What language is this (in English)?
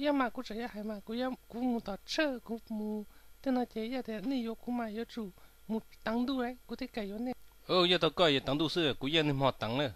Hmong